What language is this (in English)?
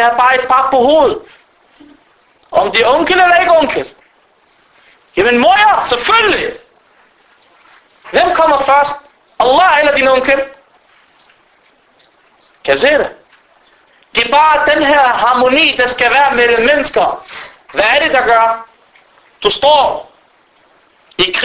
Danish